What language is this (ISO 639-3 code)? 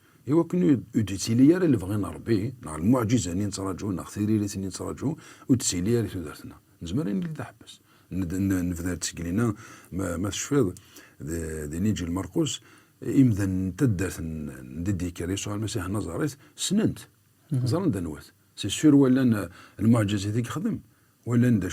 kab